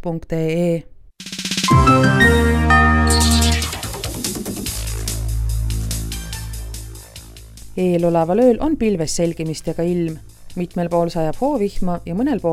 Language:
Estonian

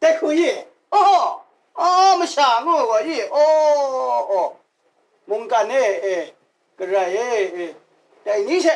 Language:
Kachin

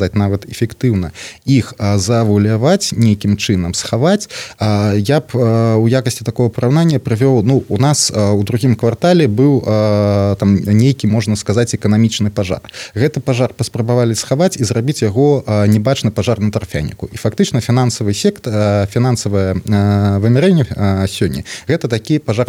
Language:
Belarusian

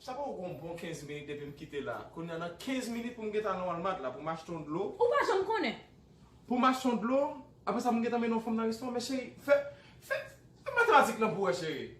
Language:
Haitian Creole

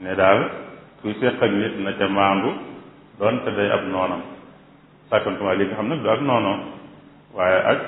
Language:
Wolof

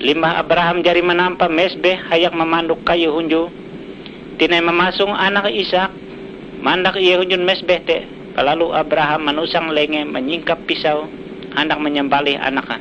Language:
Ngaju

